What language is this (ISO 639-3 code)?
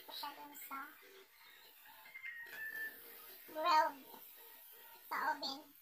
fil